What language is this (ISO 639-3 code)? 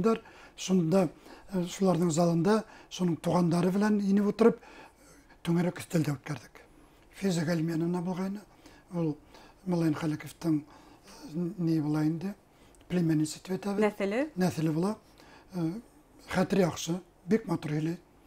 bak